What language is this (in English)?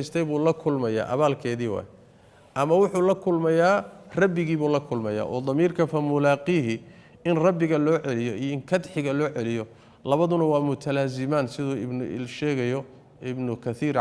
Somali